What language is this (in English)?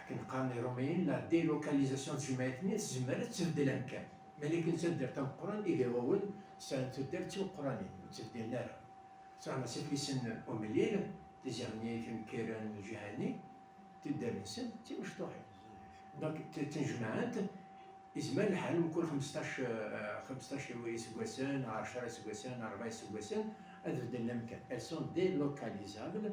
Kabyle